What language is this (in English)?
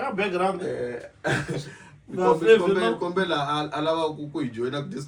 Tsonga